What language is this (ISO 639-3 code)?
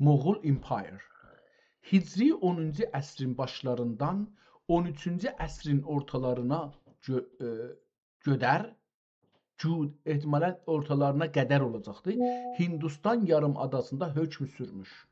azb